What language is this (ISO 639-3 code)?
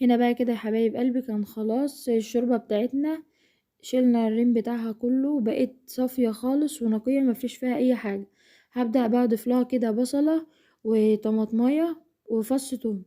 arz